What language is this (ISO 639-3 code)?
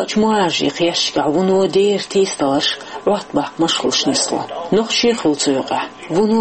che